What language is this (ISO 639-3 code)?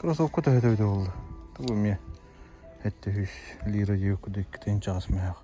sah